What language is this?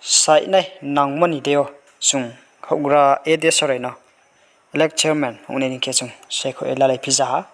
Riang (India)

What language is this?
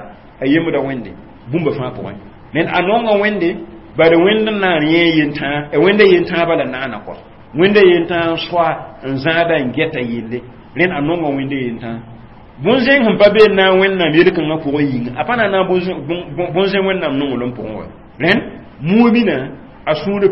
Mossi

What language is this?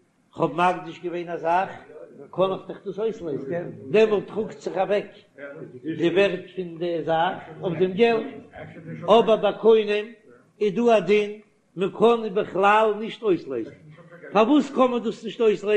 Yiddish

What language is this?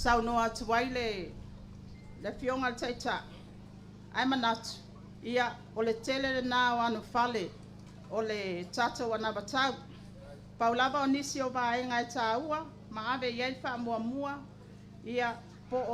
Samoan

